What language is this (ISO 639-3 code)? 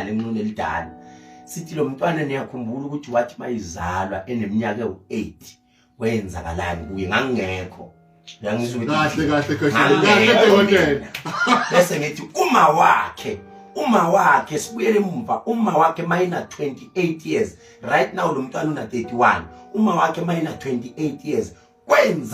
zul